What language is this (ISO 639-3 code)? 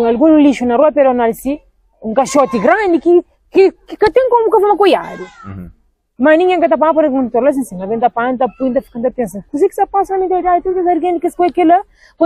kea